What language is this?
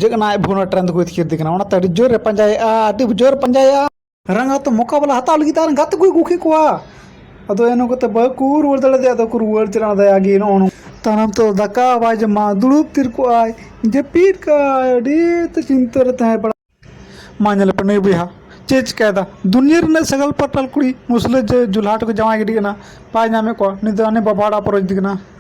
Santali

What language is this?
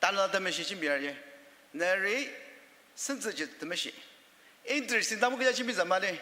Ao Naga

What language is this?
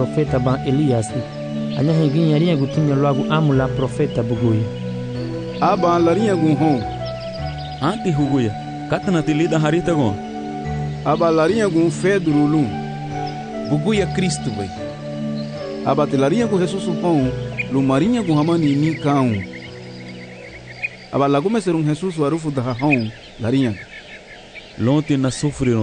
Garifuna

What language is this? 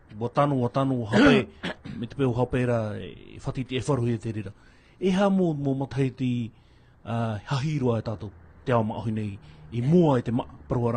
Tahitian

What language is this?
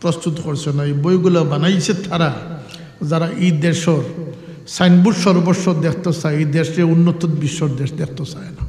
Sylheti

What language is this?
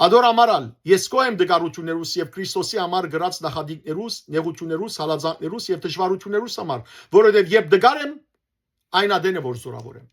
Western Armenian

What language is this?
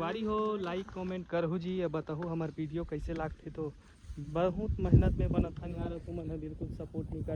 Chhattisgarhi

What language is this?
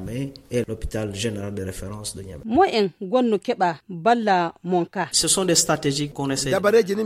Fula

